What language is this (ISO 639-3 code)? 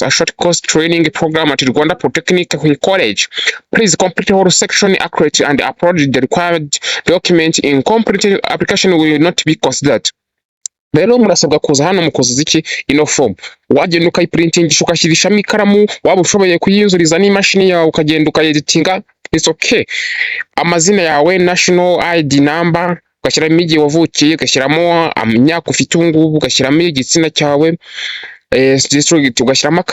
kin